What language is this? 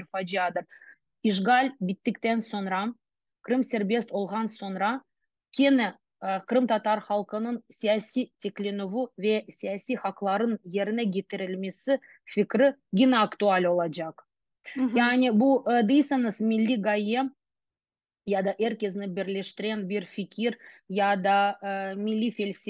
Crimean Tatar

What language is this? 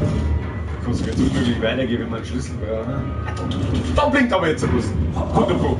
Bavarian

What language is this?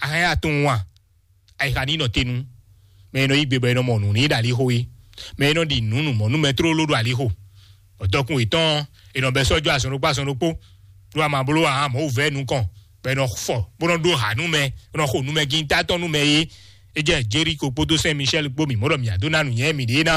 Fon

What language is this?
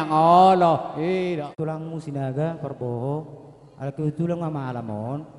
Batak Toba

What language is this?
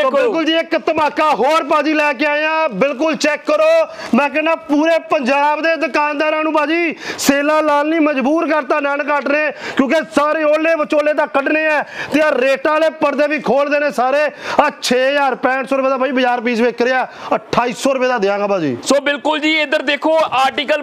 Punjabi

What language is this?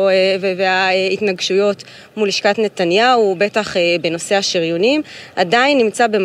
Hebrew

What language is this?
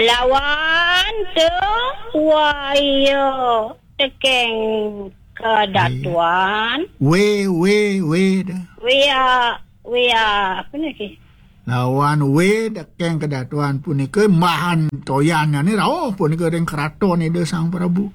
Balinese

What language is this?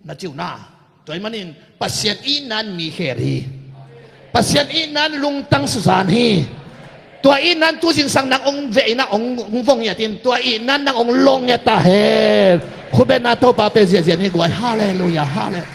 Tedim Chin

